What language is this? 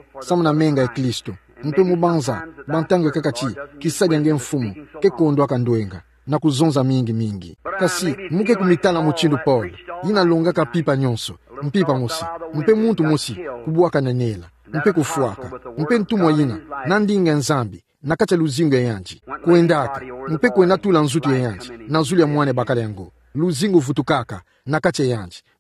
Kituba (Democratic Republic of Congo)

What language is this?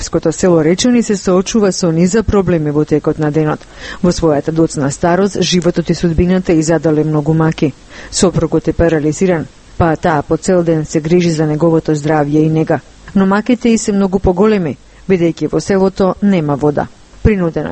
Macedonian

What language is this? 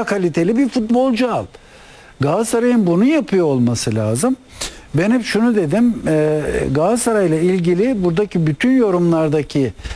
Turkish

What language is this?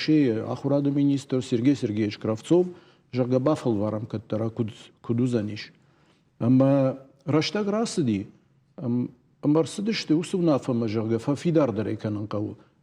Ossetic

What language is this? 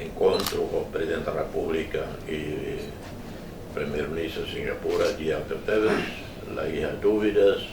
Tetum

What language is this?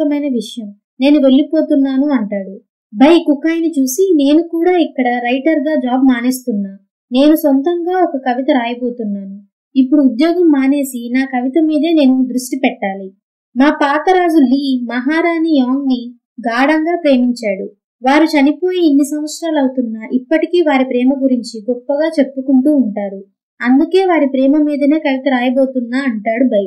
Telugu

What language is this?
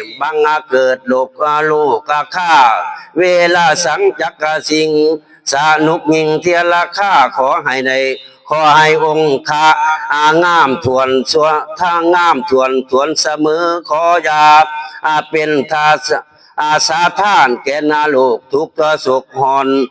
Northeastern Thai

